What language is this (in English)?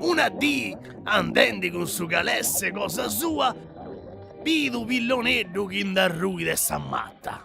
Sardinian